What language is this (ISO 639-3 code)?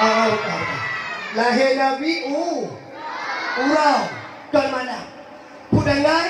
ace